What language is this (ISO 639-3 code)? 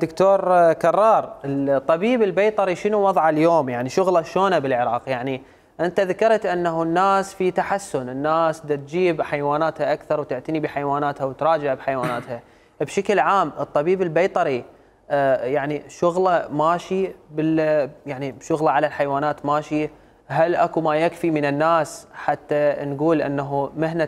acm